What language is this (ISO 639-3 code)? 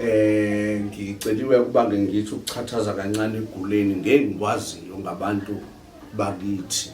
zul